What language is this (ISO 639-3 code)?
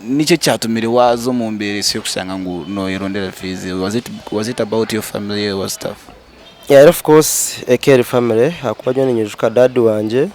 nyn